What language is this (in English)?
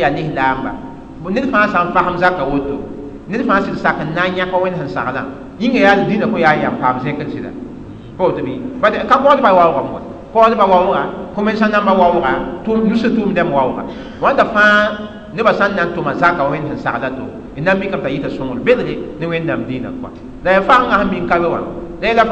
Mossi